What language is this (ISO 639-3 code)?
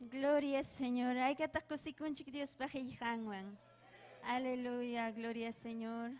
quy